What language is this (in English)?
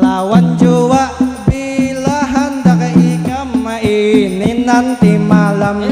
Banjar